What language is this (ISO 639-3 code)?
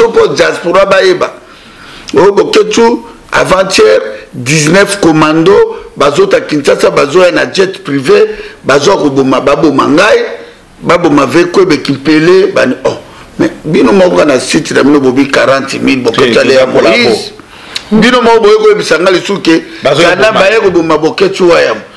lin